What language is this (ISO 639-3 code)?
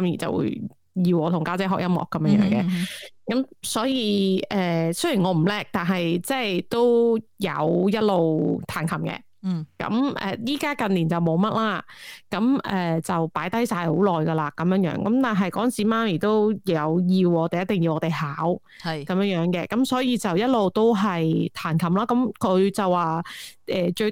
yue